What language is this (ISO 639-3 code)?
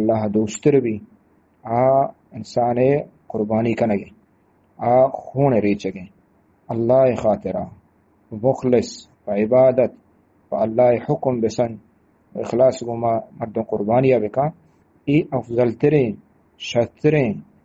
bgp